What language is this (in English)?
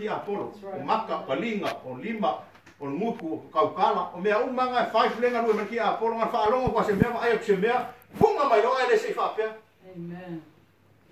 Samoan